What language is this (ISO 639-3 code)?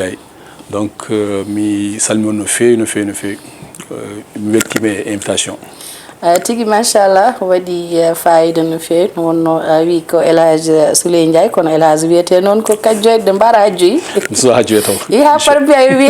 ful